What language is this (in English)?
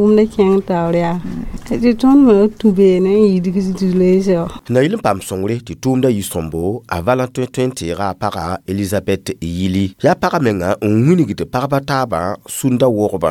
Mossi